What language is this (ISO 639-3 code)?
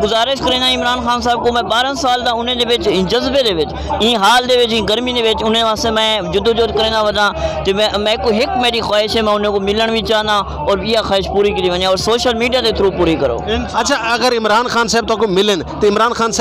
skr